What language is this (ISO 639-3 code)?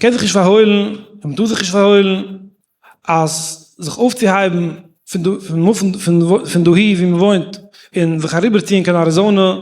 yid